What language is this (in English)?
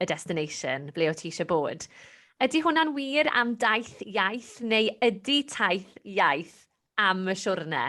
Welsh